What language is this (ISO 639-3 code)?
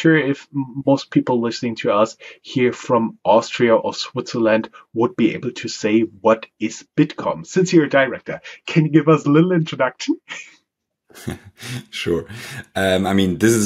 eng